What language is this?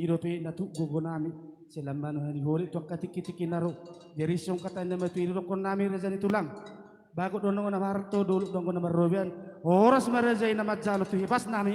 Batak Toba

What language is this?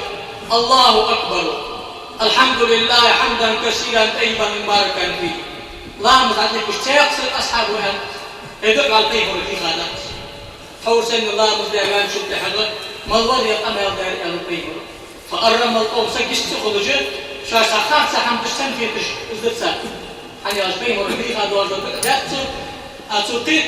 Ingush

